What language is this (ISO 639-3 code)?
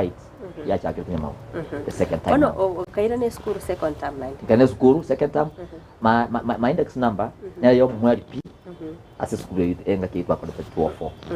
guz